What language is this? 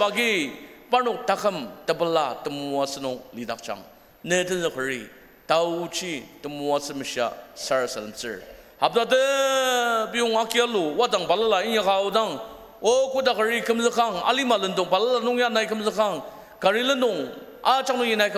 Ao Naga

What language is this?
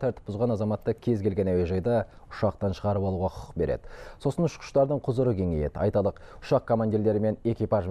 Kazakh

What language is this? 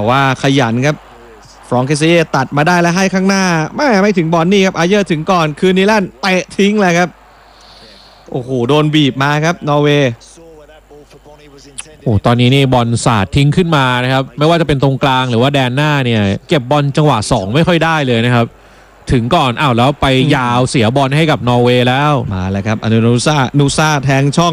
Thai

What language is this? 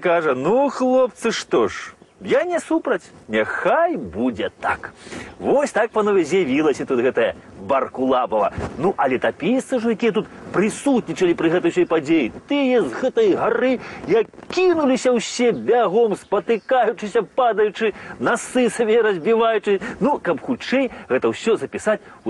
Belarusian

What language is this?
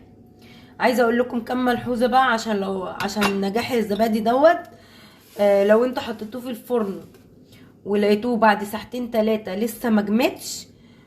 Egyptian Arabic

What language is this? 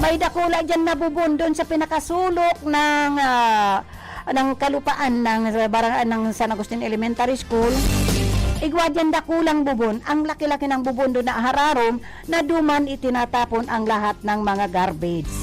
Bikol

